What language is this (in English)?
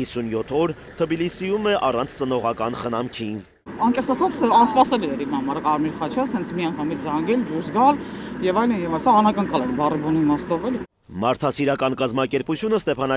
Armenian